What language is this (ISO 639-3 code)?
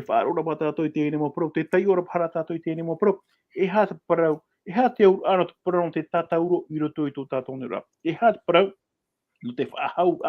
tah